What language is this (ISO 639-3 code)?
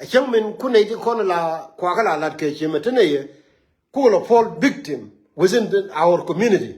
nus